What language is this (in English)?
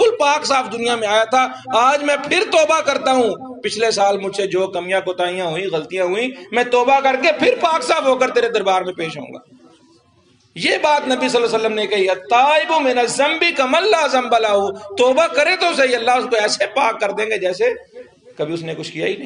Urdu